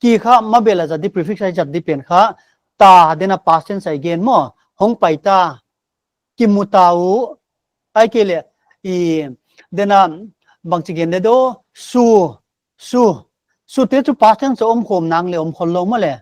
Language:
Paite Chin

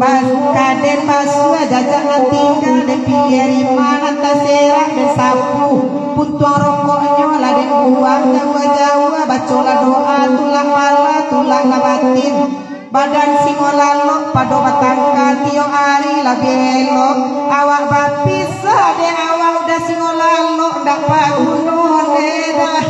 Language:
Minangkabau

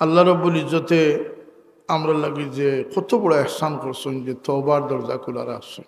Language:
Sylheti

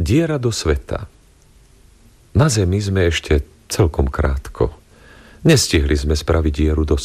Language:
Slovak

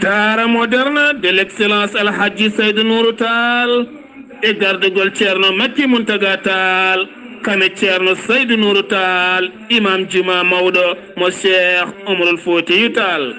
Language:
Fula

